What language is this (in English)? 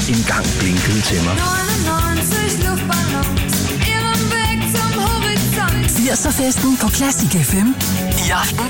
Danish